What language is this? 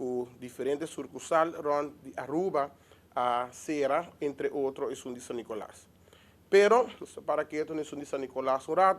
Papiamento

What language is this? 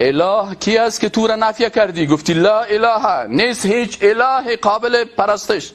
Persian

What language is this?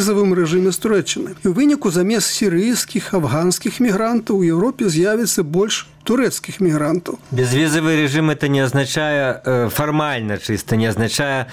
Belarusian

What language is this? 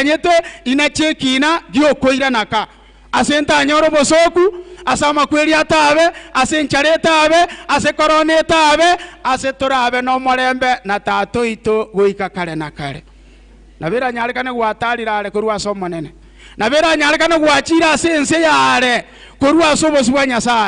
Gusii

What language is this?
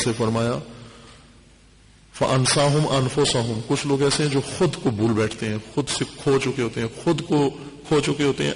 Urdu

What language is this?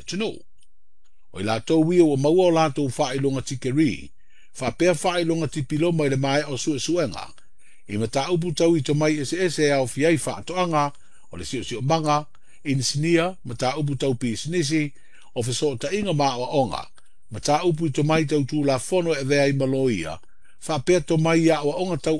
Samoan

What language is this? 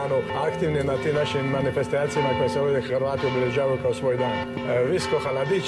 Croatian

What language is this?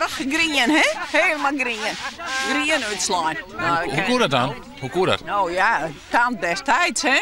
Western Frisian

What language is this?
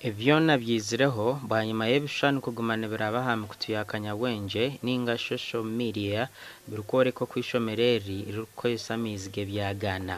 Nyankole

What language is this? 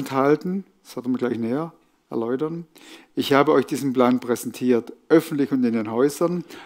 Swiss German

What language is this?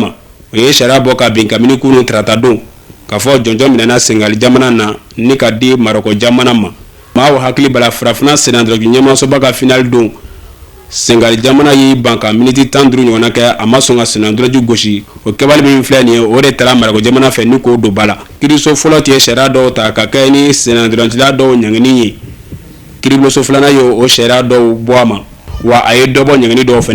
Bambara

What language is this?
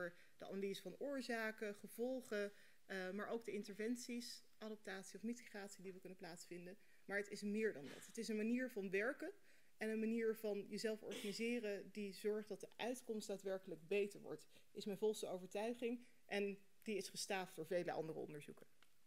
Dutch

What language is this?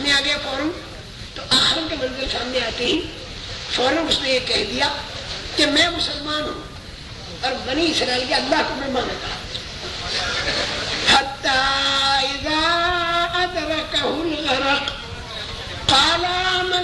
Urdu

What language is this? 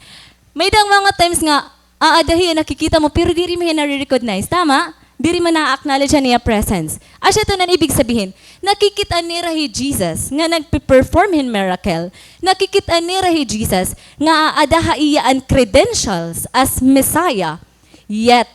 Waray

